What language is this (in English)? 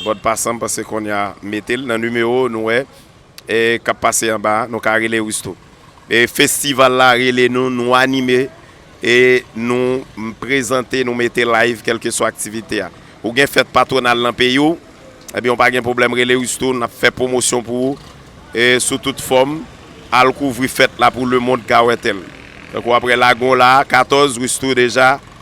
Haitian Creole